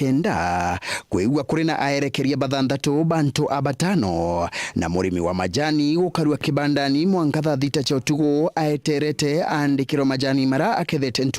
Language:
Meru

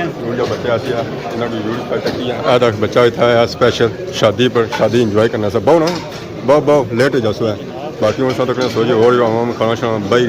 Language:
Pahari-Potwari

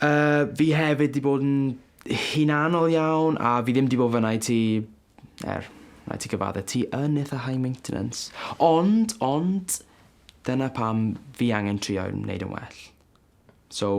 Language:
Welsh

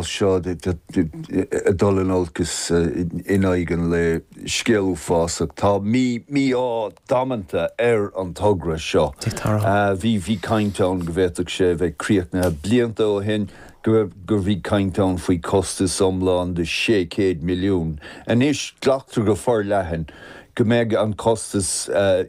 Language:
Irish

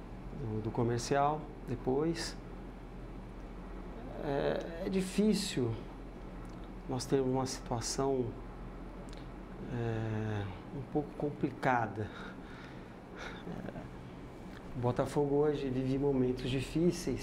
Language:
Portuguese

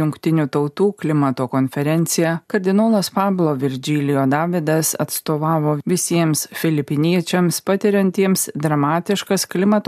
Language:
Lithuanian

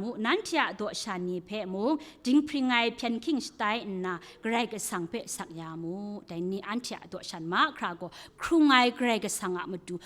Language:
Kachin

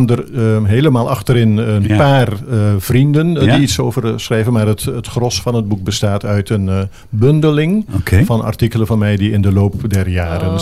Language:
Dutch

